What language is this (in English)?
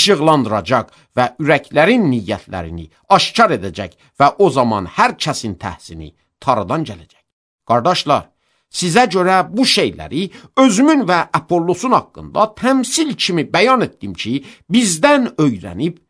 Azerbaijani